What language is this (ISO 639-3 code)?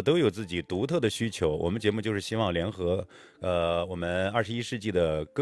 zho